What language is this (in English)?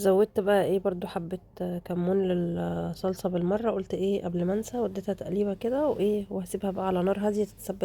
Egyptian Arabic